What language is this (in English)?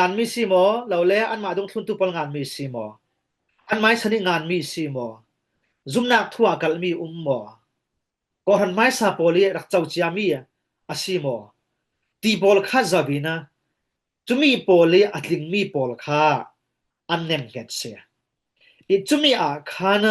Falam Chin